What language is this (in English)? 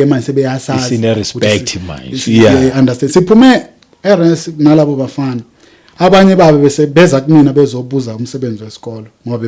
Zulu